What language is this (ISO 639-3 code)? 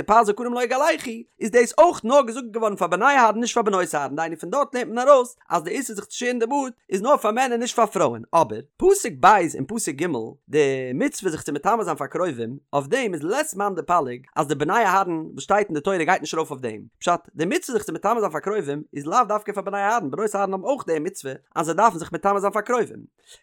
yid